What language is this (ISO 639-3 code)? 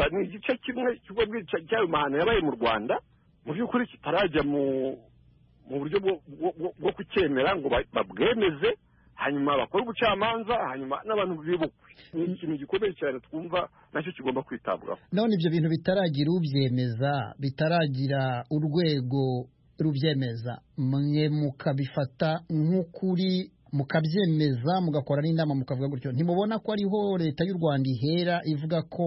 kin